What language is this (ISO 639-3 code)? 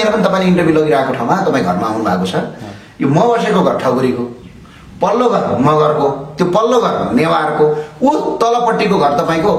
nep